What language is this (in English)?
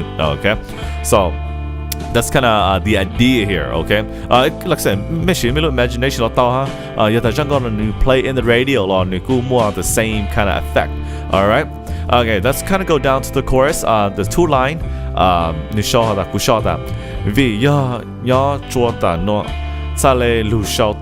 Hmong